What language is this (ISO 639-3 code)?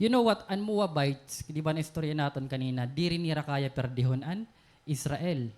war